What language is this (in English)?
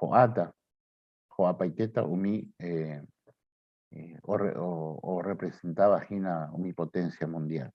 Guarani